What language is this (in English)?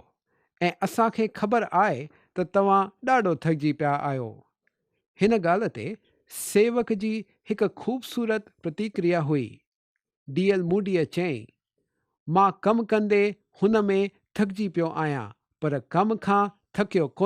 Sindhi